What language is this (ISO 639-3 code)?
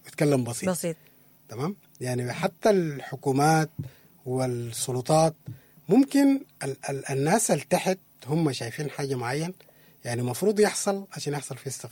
apd